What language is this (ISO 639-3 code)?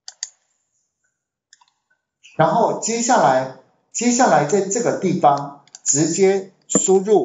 zho